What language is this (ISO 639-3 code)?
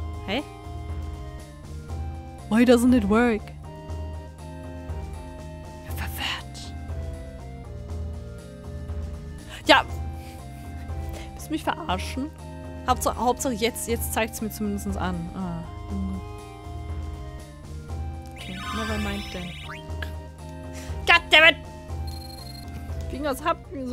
deu